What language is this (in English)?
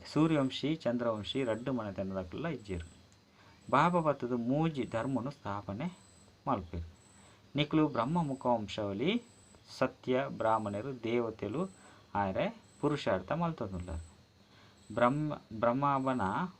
Tulu